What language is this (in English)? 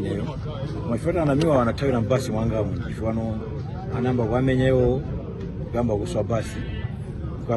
Nyanja